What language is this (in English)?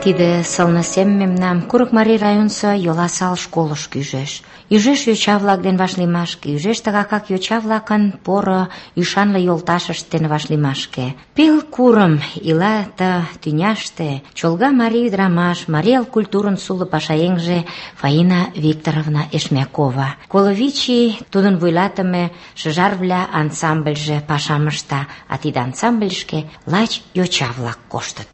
Mari